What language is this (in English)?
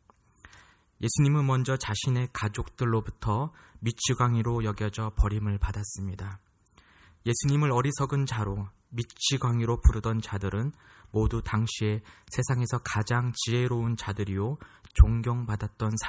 Korean